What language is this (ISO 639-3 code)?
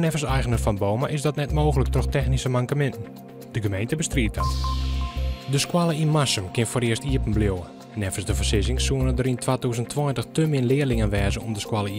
fry